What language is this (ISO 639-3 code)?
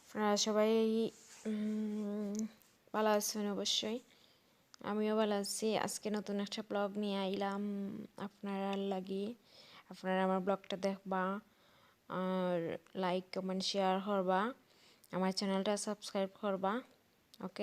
syl